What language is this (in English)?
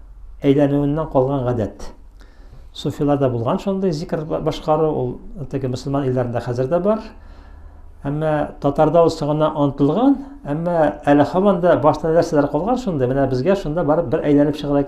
Tatar